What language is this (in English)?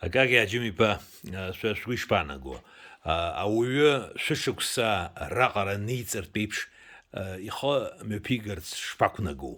Abkhazian